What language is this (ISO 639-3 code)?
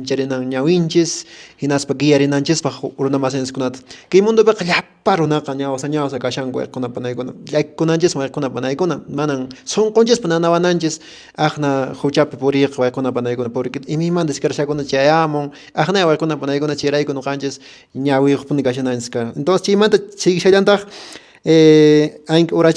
que